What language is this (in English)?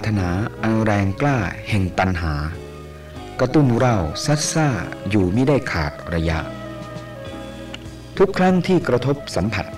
Thai